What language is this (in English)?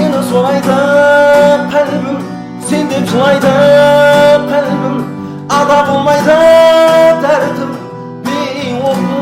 Kara-Kalpak